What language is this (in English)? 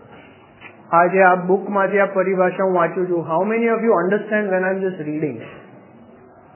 Gujarati